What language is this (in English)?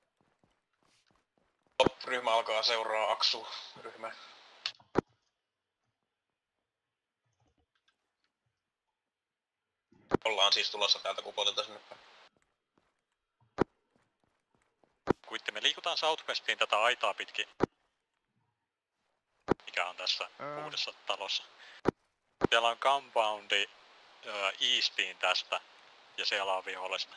Finnish